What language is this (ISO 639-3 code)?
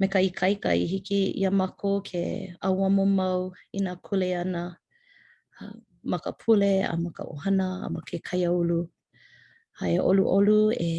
haw